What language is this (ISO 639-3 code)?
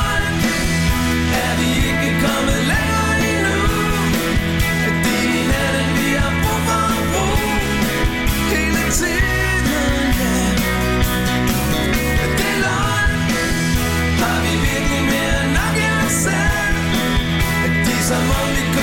dan